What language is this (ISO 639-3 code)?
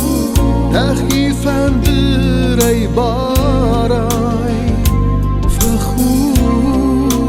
oss